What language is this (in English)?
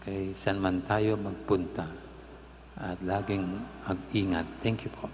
Pampanga